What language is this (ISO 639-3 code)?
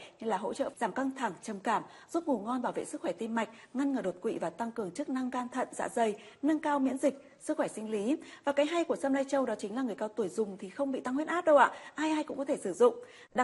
vie